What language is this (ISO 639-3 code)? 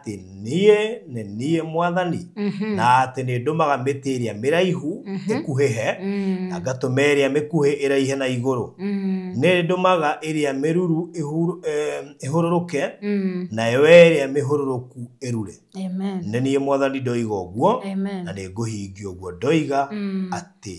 kik